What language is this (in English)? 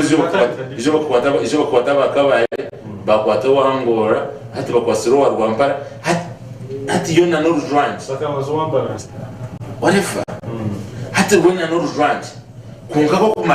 Nyankole